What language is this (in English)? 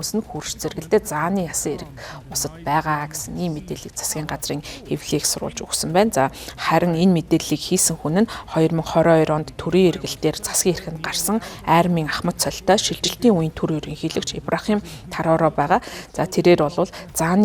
Mongolian